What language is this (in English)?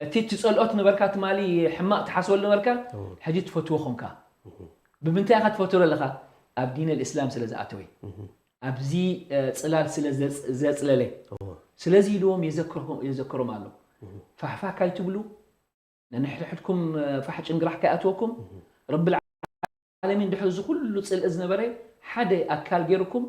Tigrinya